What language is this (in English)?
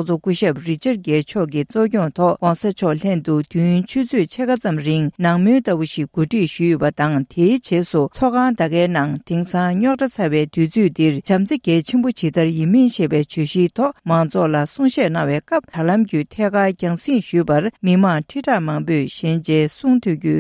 Tibetan